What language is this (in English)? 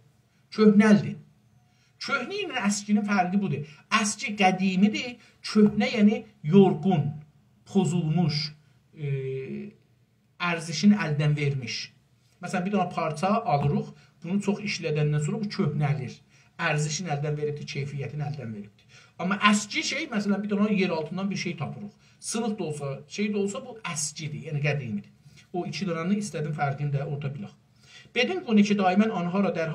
South Azerbaijani